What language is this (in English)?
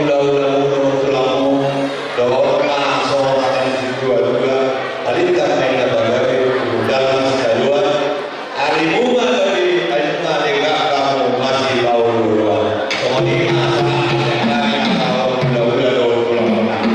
Batak Toba